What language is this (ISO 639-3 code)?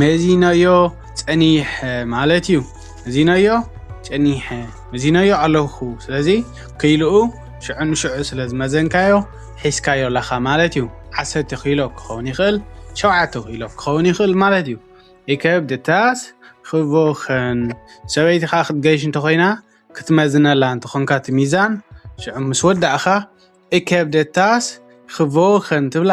tir